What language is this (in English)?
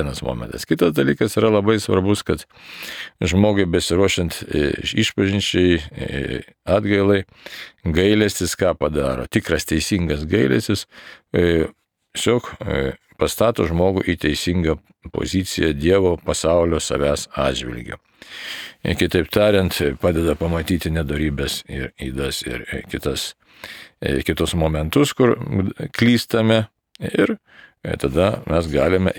Lithuanian